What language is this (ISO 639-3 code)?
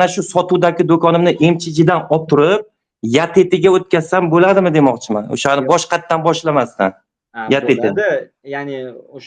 uzb